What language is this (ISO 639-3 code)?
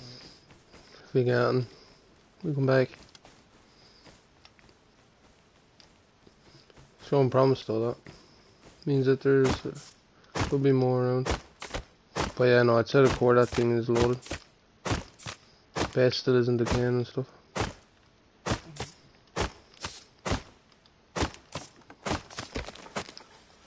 eng